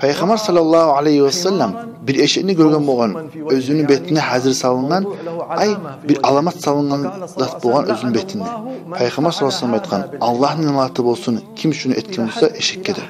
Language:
Kumyk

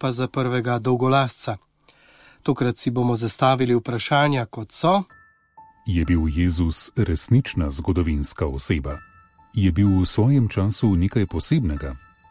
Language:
Slovenian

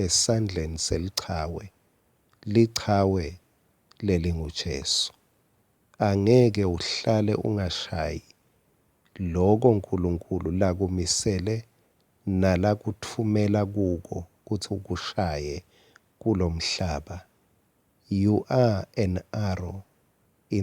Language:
Swati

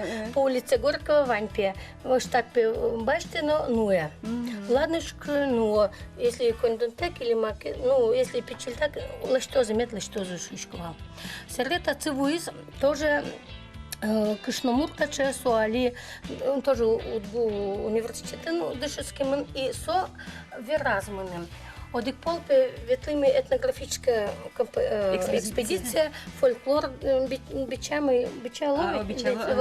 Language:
Udmurt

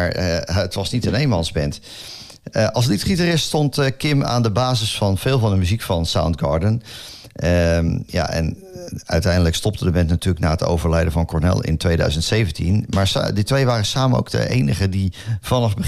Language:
Dutch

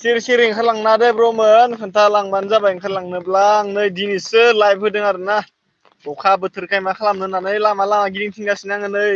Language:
Bodo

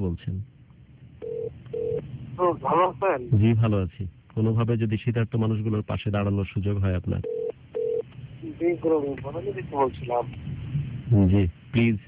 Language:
Bangla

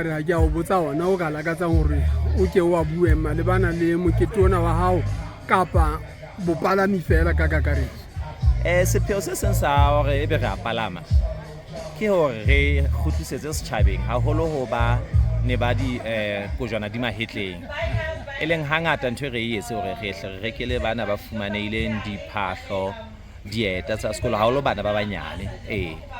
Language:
Southern Sotho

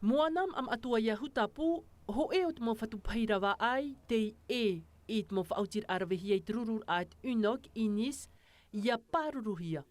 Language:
Tahitian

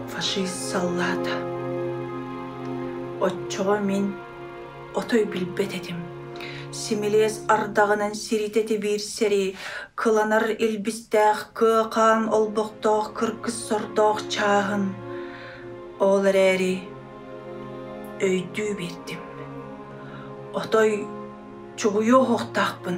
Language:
Yakut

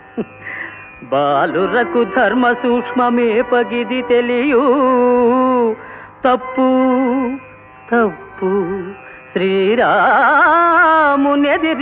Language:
Telugu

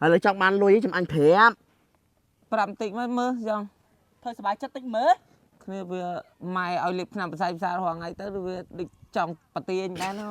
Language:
Khmer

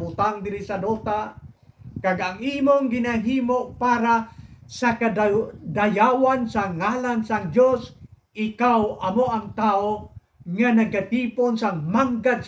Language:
Hiligaynon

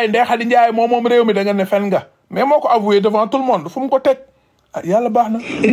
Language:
Wolof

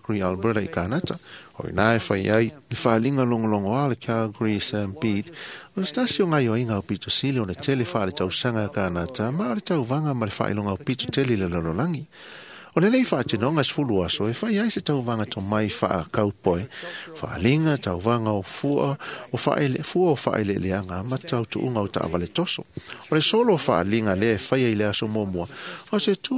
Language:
Samoan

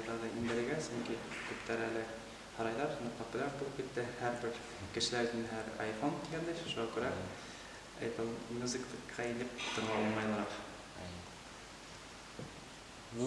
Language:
Bashkir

